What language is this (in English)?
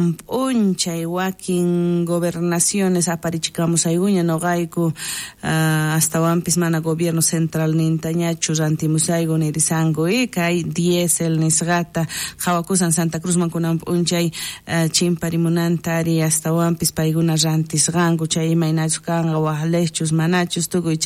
South Bolivian Quechua